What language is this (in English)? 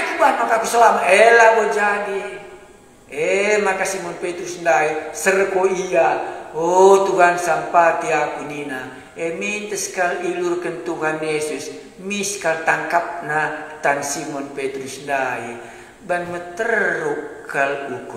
Batak Karo